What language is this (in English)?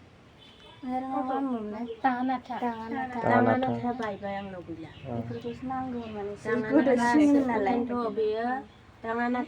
Bodo